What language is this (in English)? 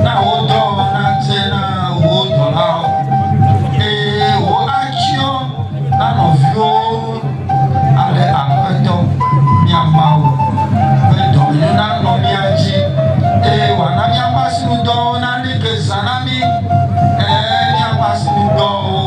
Ewe